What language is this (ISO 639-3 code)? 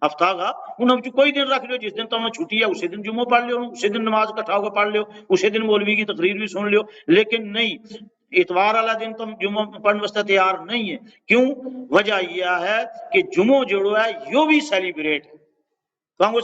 gju